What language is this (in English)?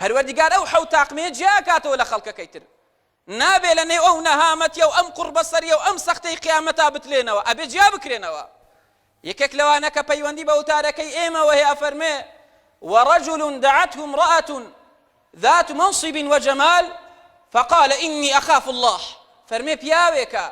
Central Kurdish